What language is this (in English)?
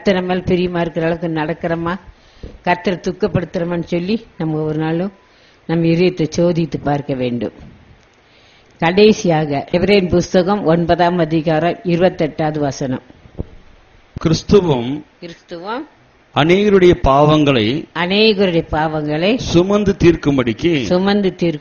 Tamil